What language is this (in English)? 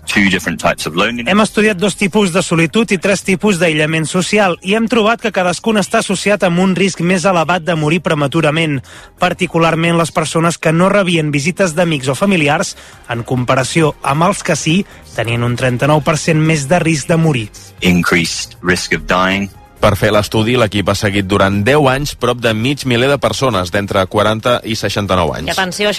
Catalan